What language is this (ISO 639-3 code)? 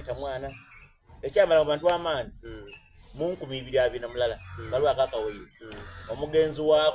xog